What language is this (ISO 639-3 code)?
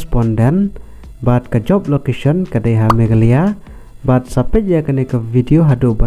kha